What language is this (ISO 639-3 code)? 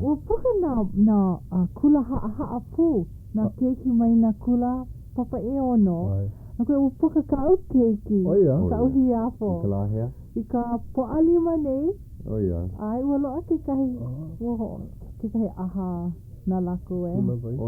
haw